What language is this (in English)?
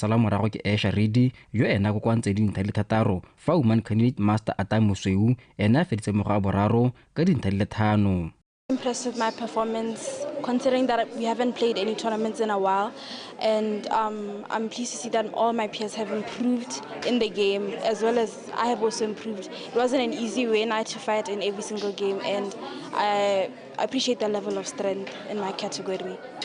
Tswana